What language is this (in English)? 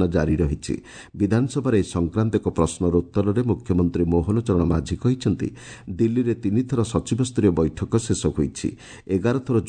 Odia